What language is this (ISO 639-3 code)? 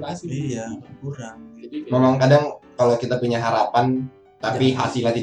ind